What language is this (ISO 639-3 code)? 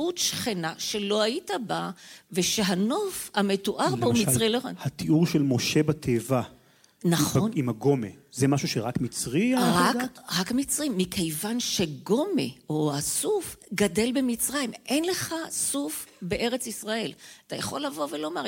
heb